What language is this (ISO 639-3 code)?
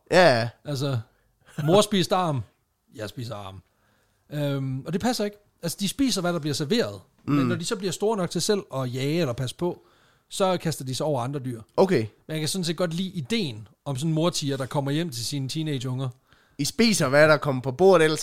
dan